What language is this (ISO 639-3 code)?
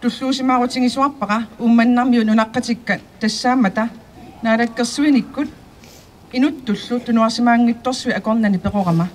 kal